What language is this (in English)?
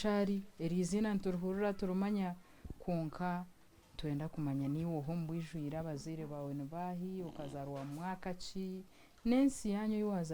Nyankole